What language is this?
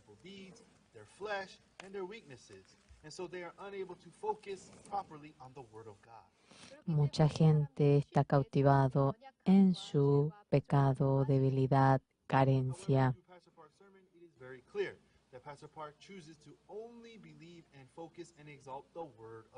Aymara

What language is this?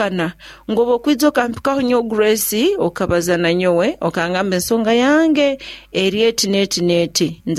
Nyoro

